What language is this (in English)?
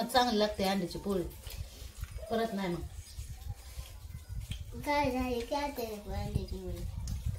Marathi